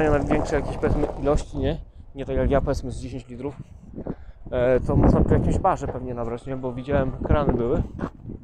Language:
Polish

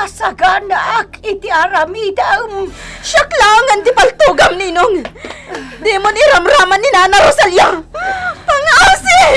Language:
Iloko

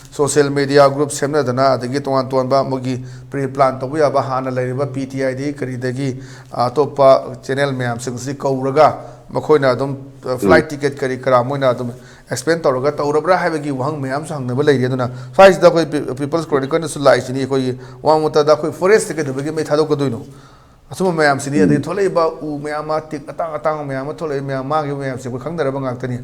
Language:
Manipuri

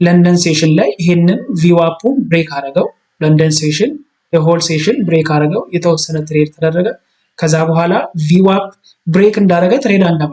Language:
Amharic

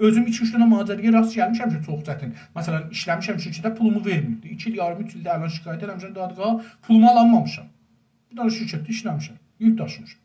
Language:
South Azerbaijani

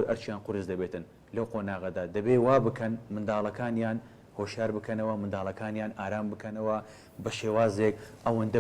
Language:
Central Kurdish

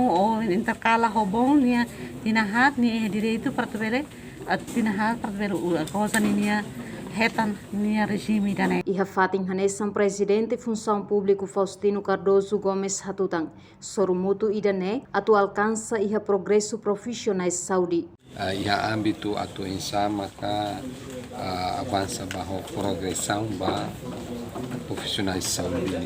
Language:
Tetum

